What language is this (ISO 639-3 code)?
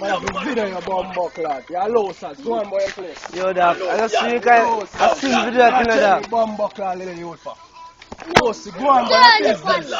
jam